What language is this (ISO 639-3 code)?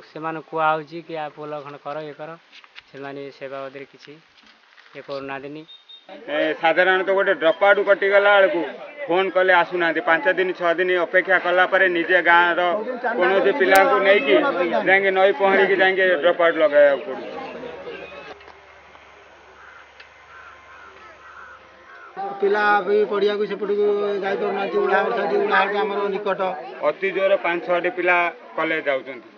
ori